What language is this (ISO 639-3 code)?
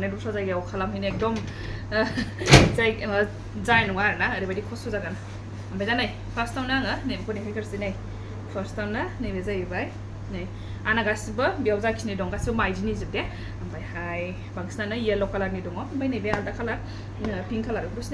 brx